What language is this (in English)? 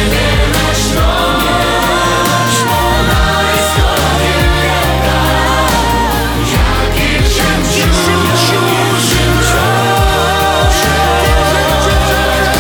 Russian